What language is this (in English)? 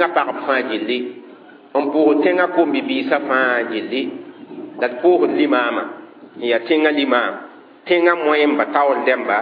Mossi